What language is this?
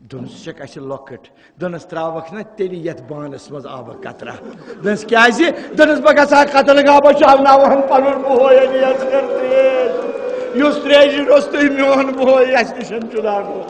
Kashmiri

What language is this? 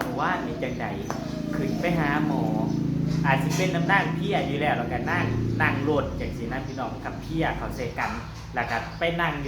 Northeastern Thai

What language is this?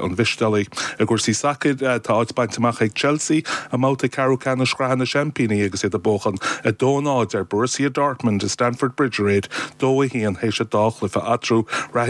Irish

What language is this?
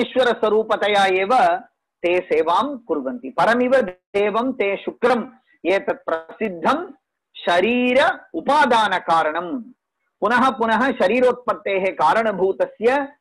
Sanskrit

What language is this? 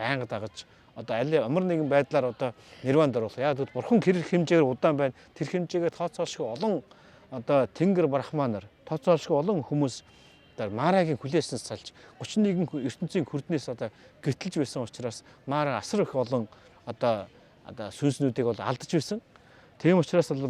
Mongolian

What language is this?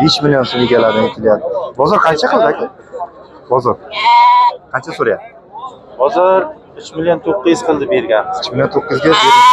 Uzbek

